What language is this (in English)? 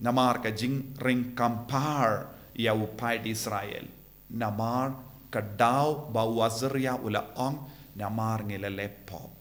Khasi